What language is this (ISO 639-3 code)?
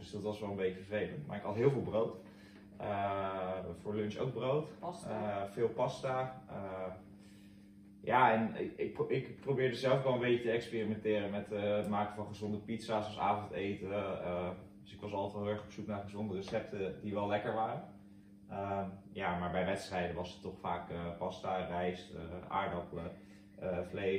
nld